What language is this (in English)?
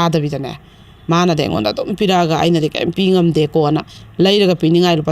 Manipuri